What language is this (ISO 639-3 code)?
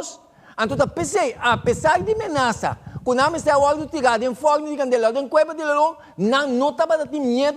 pap